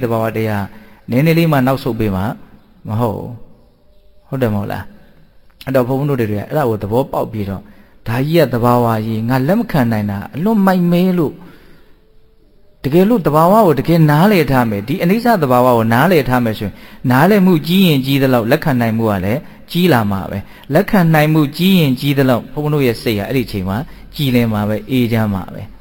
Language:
Burmese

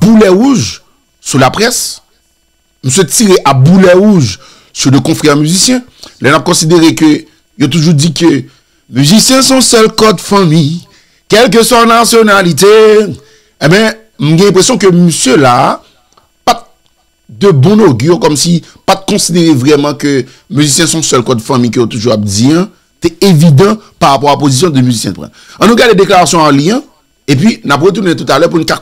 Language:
Haitian Creole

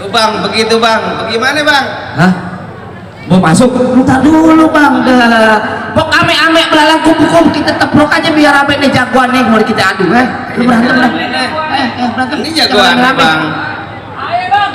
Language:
Betawi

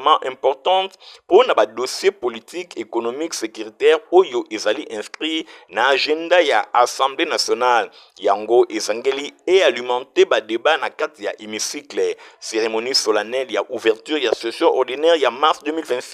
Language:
Lingala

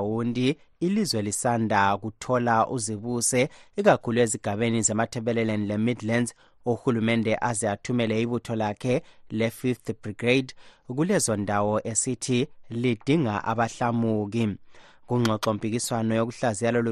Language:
North Ndebele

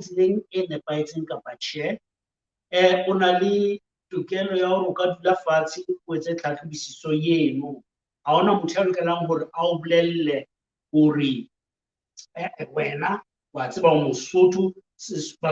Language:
Southern Sotho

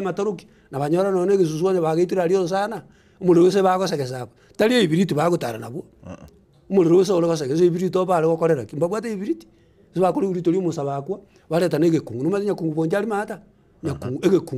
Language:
Gusii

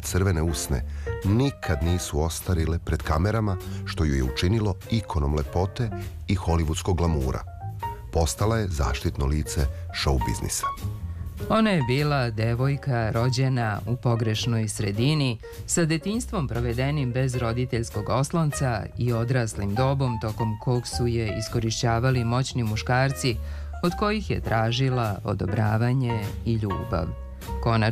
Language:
Serbian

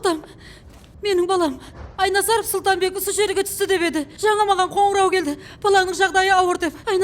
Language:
Kara-Kalpak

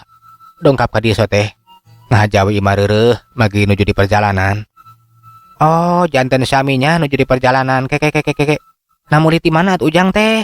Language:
Sundanese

